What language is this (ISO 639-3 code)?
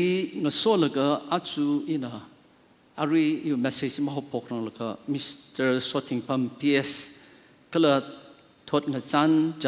nmf